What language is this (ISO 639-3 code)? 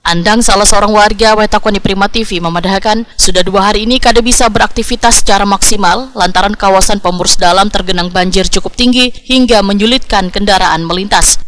bjn